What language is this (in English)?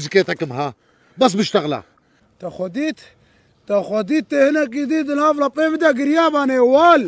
Kurdish